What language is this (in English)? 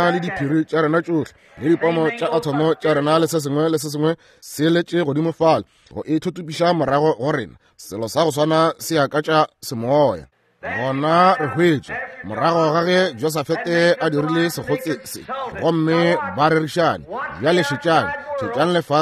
Northern Sotho